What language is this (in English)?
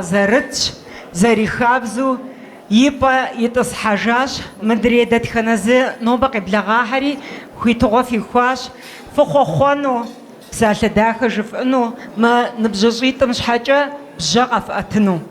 Kabardian